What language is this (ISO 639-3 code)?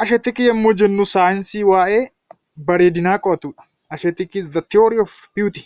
orm